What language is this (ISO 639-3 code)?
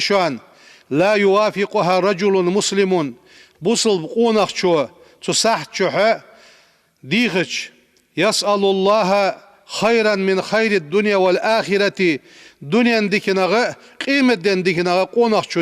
inh